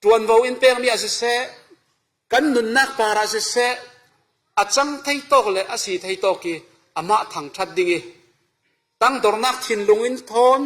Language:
Falam Chin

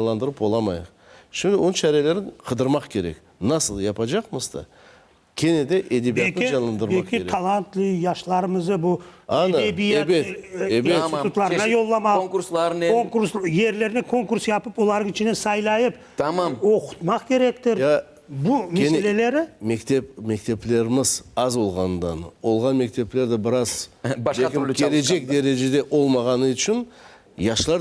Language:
Crimean Tatar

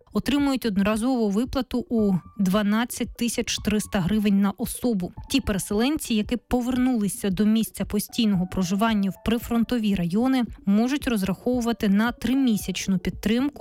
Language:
Ukrainian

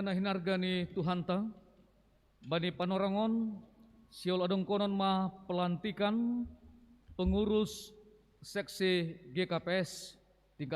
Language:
Batak Simalungun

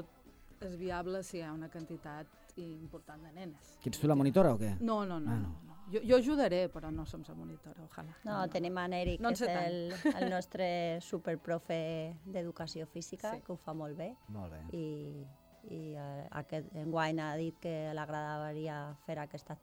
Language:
Catalan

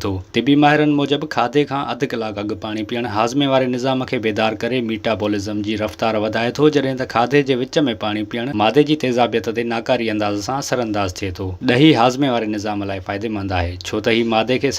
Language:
Sindhi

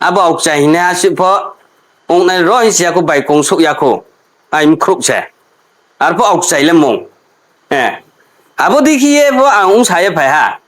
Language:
Riang (India)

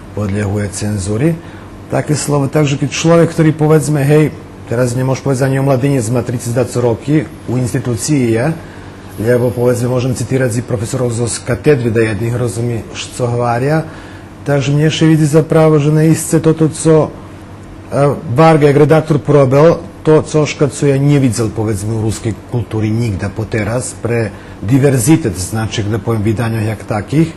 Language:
Rusyn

